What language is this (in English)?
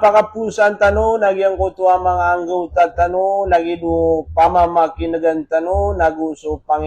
Maranao